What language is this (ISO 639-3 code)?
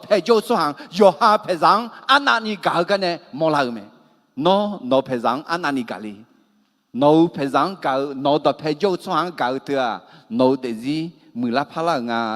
ahk